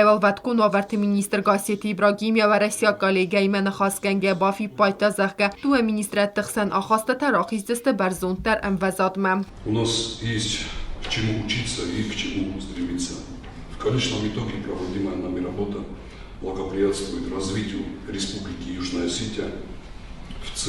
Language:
Ossetic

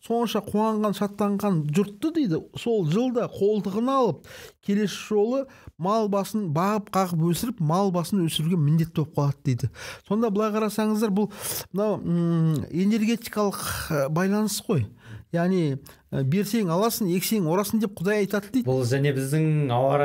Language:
Kazakh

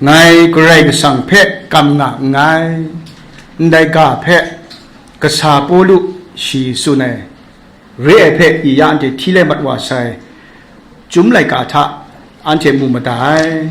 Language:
Kachin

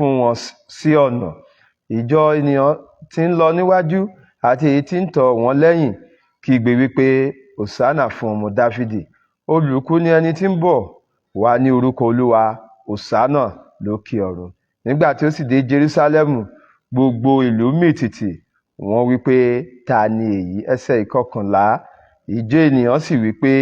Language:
Yoruba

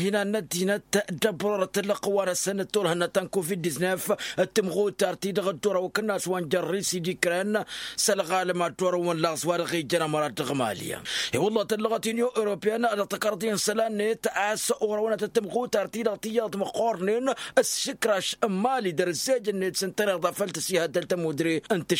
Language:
Tamasheq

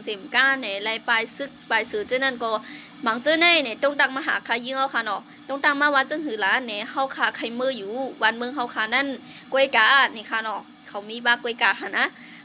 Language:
Shan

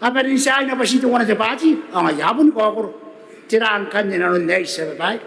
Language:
Gilbertese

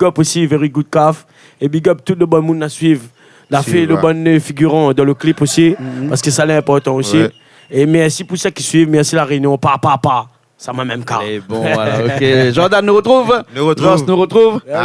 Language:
Réunion Creole French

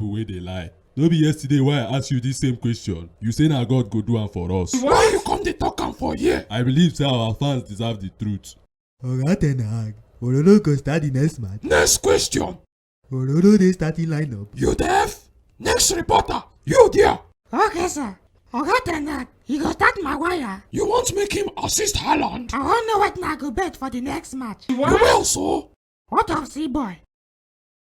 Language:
Nigerian Pidgin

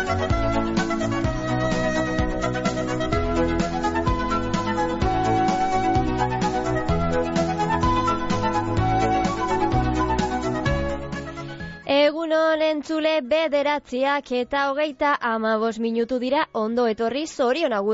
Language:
Basque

